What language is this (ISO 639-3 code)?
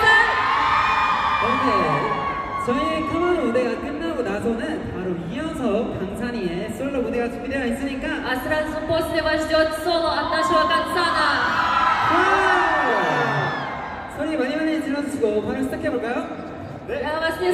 kor